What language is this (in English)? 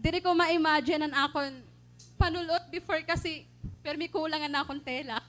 Waray